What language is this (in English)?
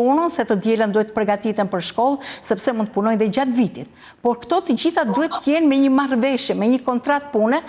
Albanian